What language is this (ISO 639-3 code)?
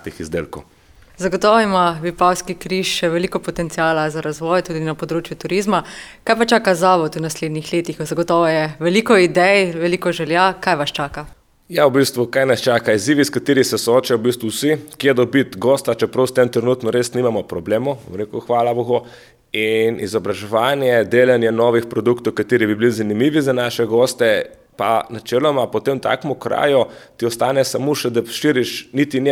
slv